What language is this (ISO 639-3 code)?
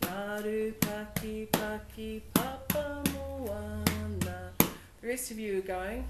mri